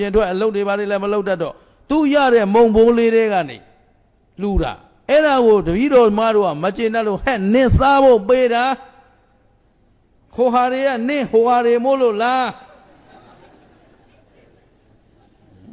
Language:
Burmese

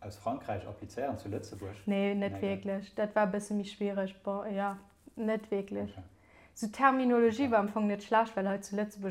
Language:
Luxembourgish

